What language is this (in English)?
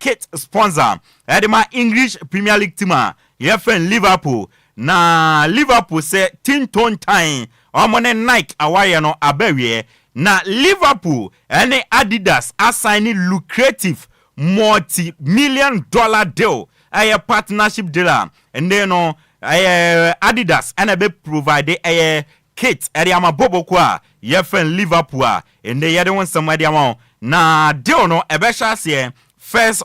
Akan